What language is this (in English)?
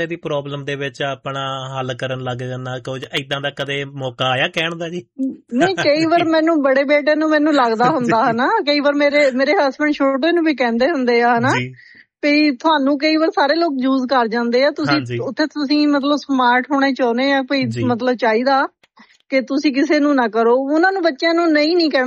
Punjabi